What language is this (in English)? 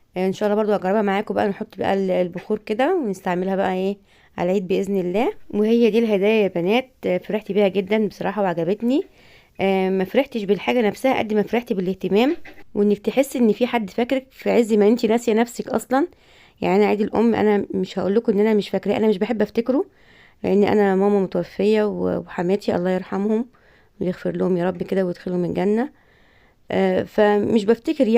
Egyptian Arabic